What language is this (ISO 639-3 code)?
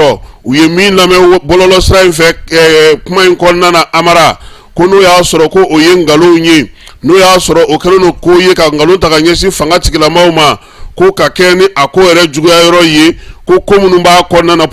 bam